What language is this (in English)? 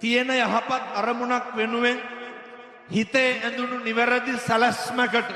Sinhala